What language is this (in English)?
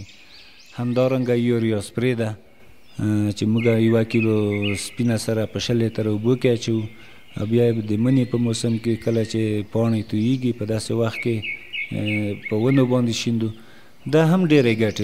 Pashto